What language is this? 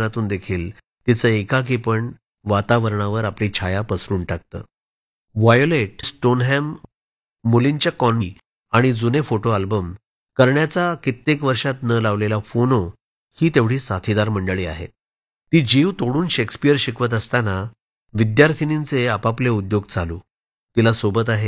Marathi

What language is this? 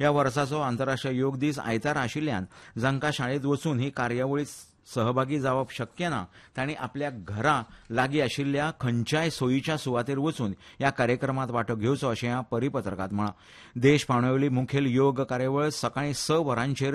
Konkani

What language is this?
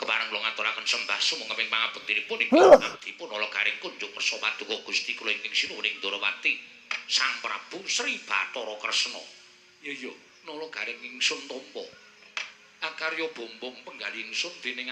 Javanese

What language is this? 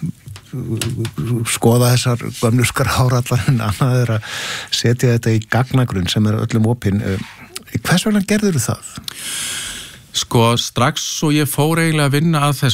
Icelandic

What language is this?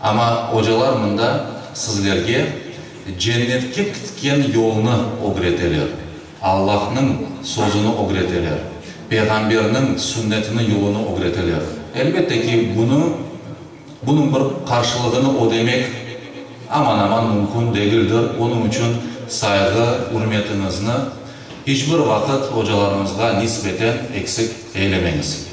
Crimean Tatar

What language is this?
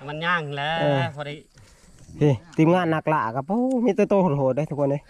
Northeastern Thai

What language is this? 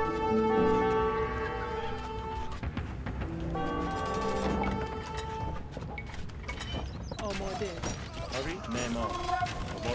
Persian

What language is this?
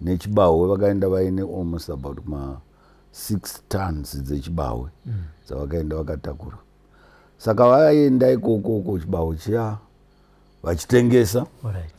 Shona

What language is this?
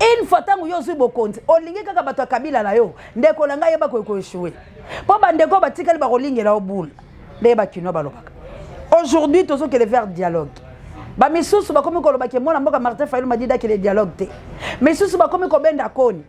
Lingala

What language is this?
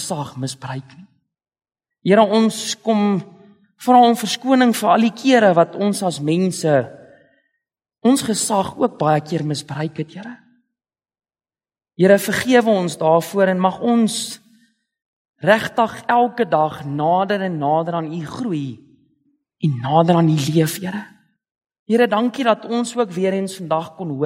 Afrikaans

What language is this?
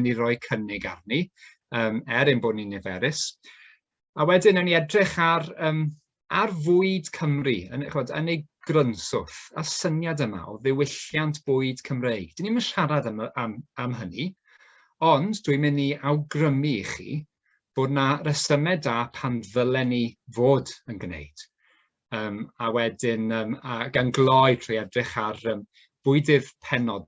Welsh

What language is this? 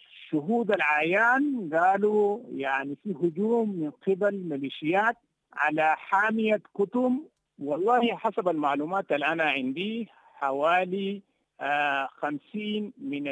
Sudanese Arabic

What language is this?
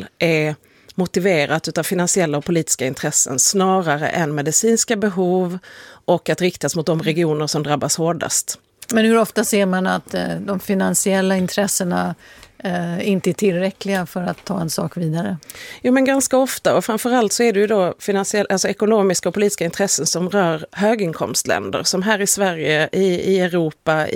Swedish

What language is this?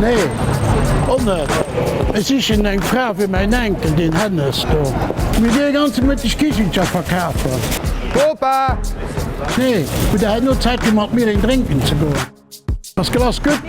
Luxembourgish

